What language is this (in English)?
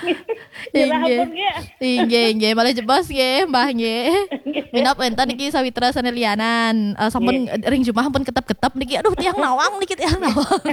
Balinese